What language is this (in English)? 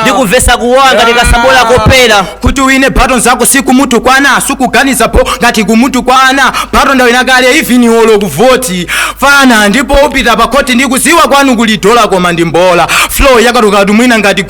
Nyanja